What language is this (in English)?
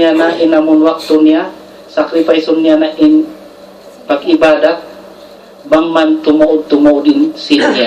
Tausug